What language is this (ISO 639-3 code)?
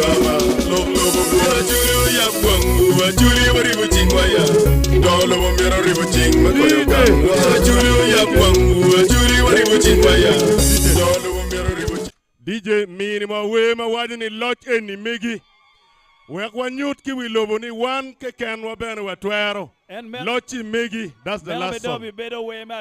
ach